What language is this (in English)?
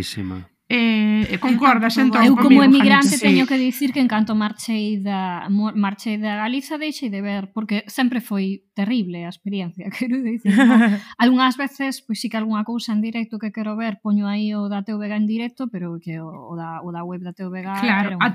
Galician